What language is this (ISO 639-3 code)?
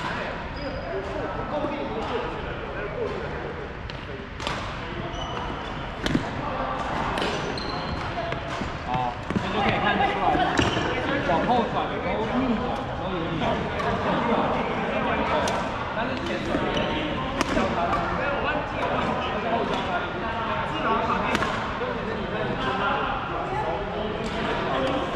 zho